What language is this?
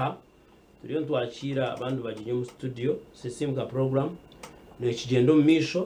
Nyankole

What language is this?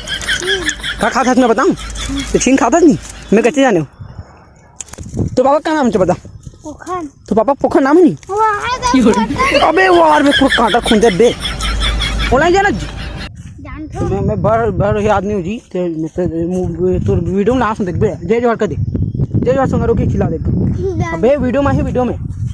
Chhattisgarhi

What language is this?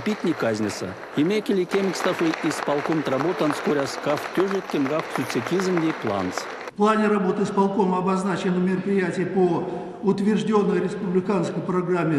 Erzya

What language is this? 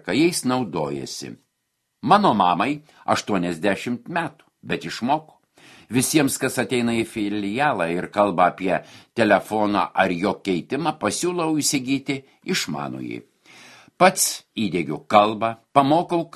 Lithuanian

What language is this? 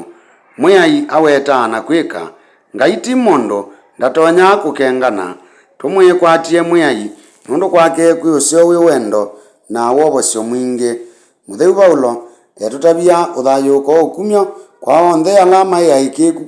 Kamba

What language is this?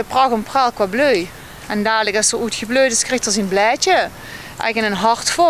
Limburgish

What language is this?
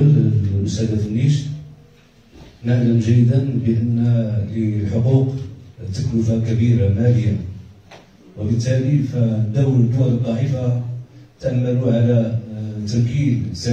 Moroccan Arabic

